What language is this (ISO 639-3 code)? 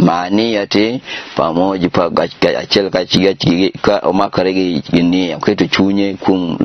luo